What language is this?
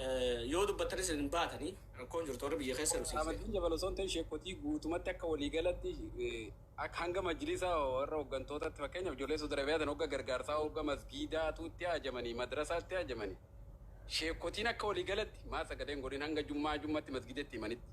Oromo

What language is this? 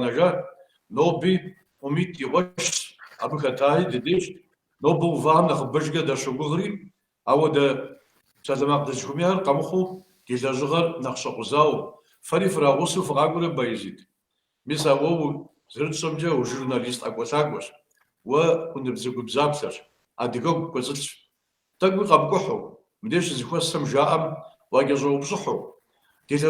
Kabardian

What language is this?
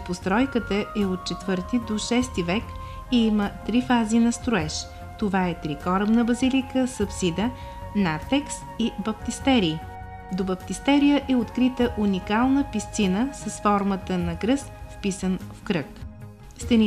Bulgarian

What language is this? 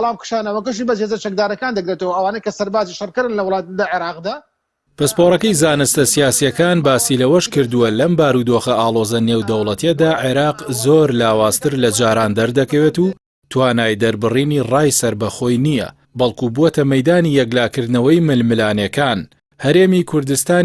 Central Kurdish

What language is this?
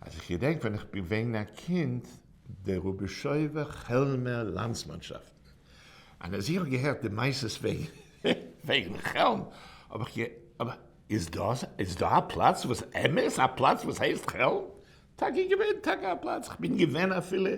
Yiddish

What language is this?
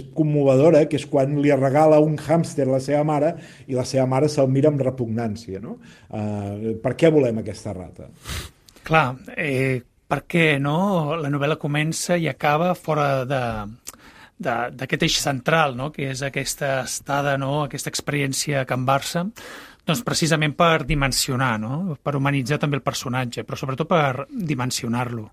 Catalan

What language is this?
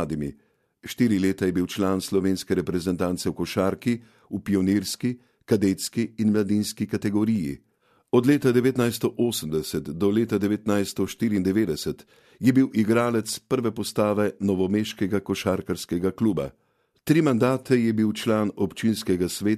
Slovenian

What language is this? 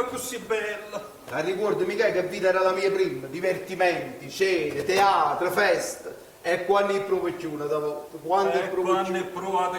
Neapolitan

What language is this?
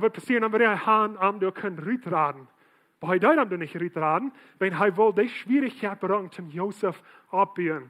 Plautdietsch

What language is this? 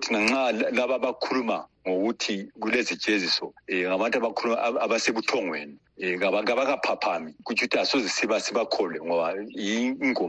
North Ndebele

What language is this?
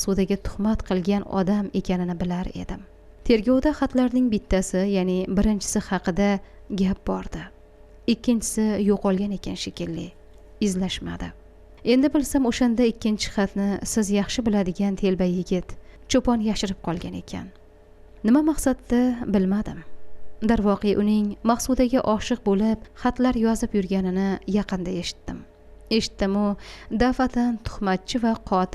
Uzbek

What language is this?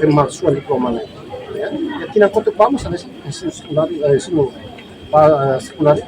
Tetum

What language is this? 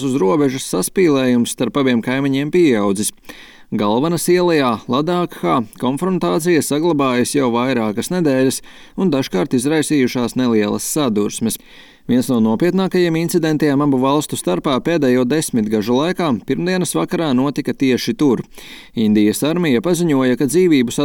Latvian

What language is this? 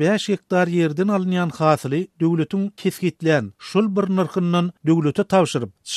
Turkmen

